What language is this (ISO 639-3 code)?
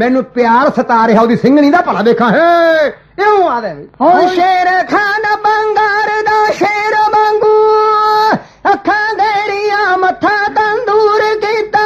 pan